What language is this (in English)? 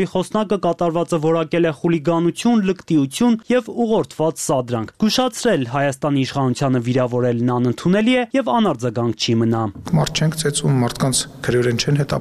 Armenian